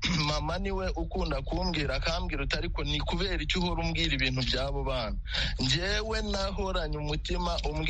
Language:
Kinyarwanda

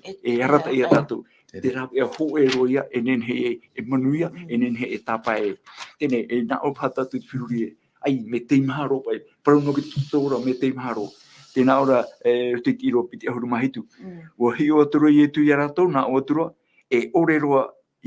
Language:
Tahitian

